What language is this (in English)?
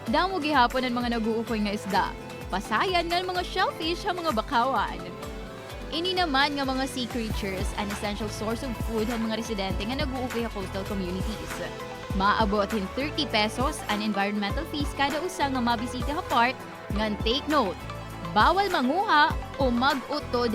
Waray